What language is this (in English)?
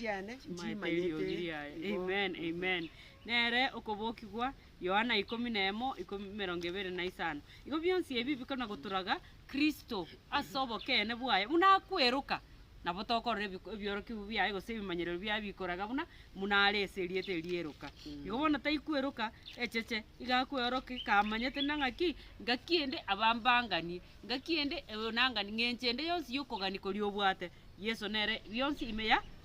Gusii